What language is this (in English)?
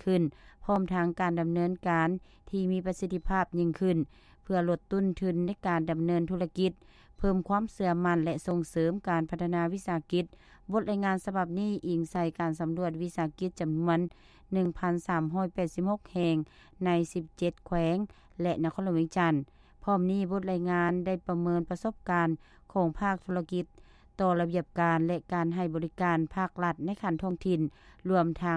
Lao